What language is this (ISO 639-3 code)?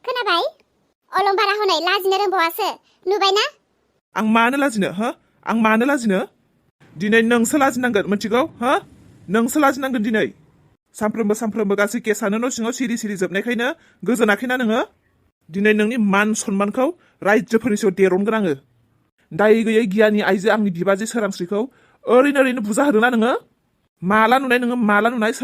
brx